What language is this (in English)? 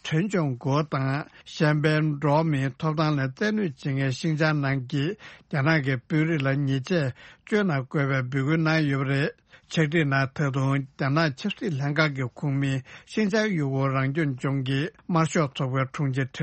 Tibetan